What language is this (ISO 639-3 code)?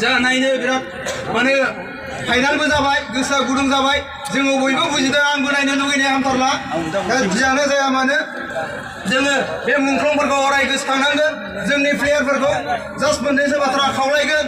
brx